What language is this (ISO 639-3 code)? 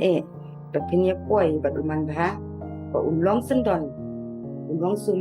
kha